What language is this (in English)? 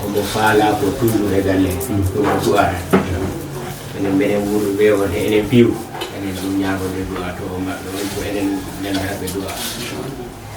Fula